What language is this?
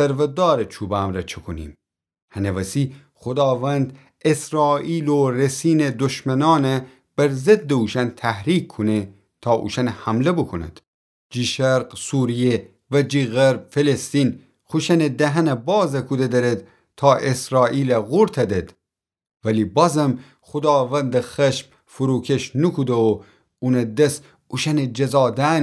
Gilaki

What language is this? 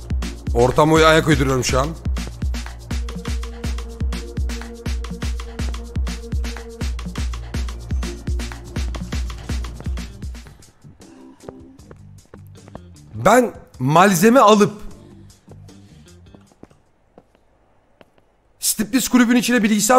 Turkish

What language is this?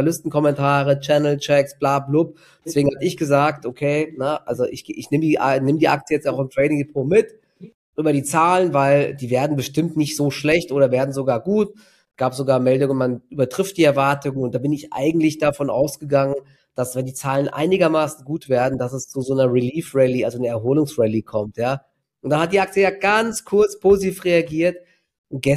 German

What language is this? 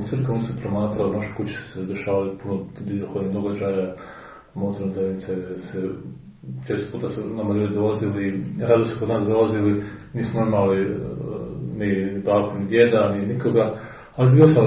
Croatian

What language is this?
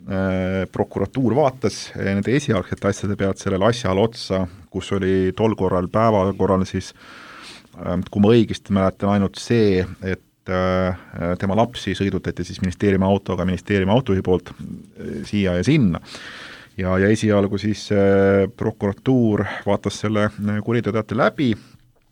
Estonian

